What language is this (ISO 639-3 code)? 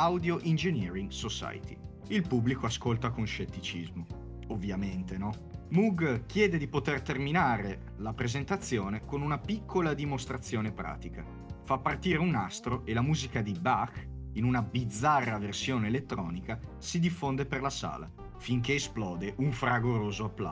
ita